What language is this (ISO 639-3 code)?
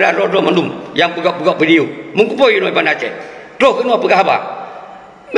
ace